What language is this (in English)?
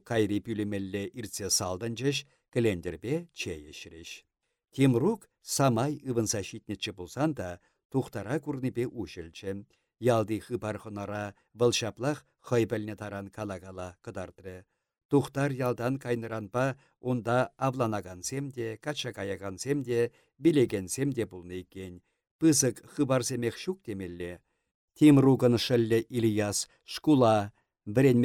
Chuvash